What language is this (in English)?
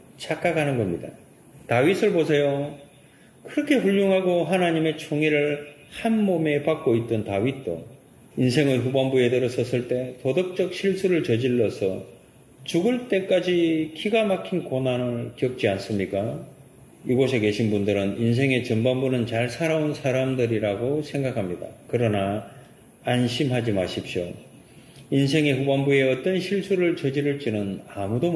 Korean